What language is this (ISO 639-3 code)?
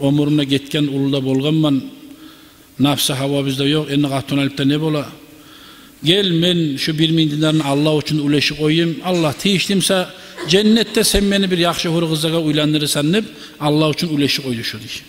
kum